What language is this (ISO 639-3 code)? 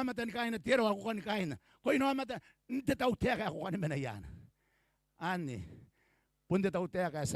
gil